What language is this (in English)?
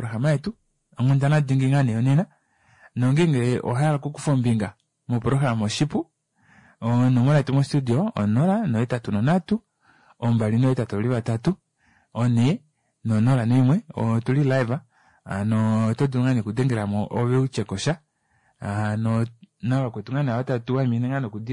Kuanyama